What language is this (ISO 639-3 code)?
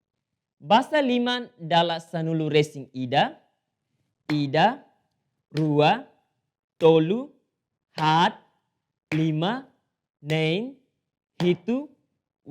tet